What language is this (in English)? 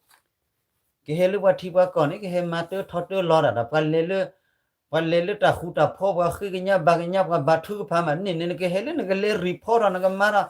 S'gaw Karen